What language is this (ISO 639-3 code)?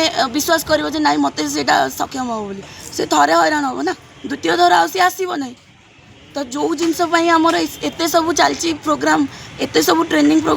ori